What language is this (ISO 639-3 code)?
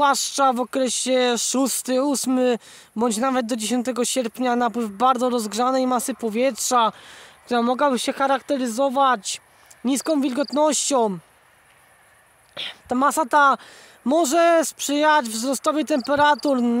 pol